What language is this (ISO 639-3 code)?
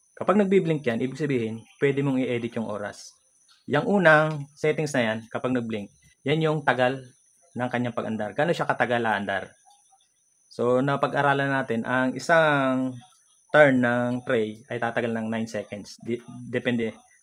fil